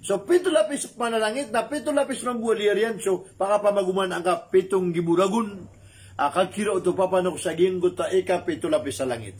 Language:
Maranao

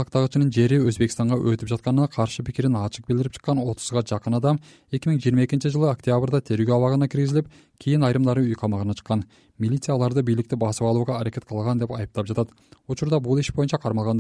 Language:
Kyrgyz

